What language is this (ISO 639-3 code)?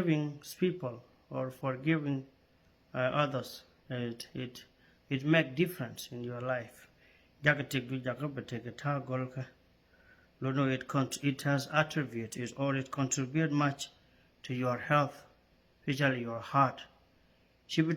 nus